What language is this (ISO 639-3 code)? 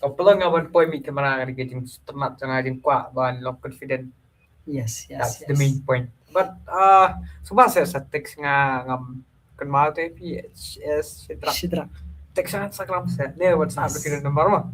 kha